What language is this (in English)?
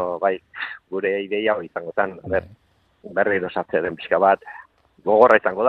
Basque